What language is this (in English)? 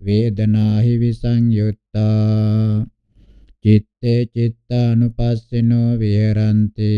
Pali